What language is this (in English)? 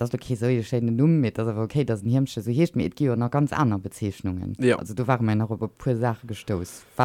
Luxembourgish